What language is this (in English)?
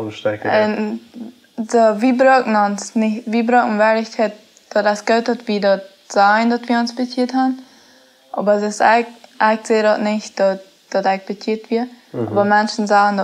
Plautdietsch